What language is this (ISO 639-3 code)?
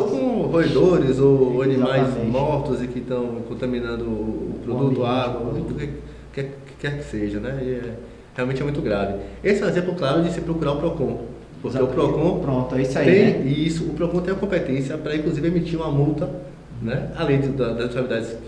por